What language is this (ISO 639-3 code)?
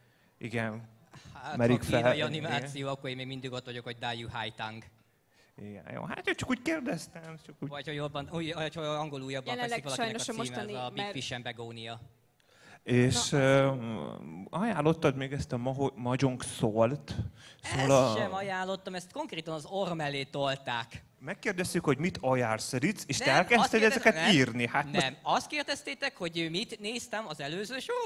hun